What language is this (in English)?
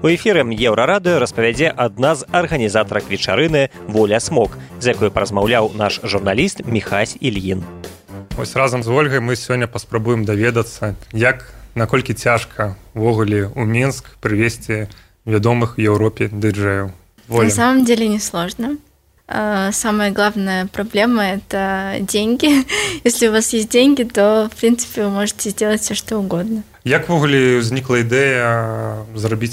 Belarusian